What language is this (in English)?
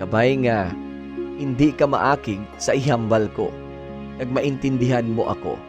Hiligaynon